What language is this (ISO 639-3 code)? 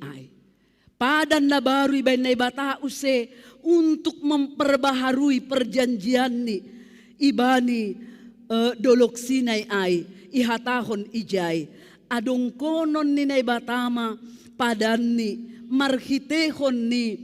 bts